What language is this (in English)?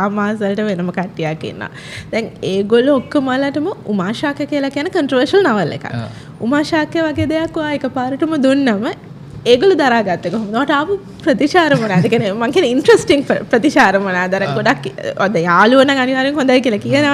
Sinhala